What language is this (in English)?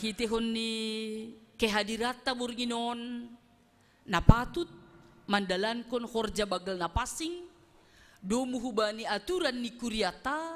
Batak Simalungun